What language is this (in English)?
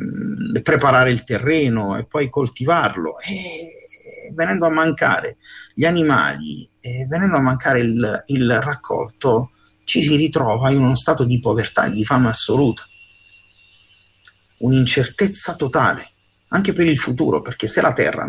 Italian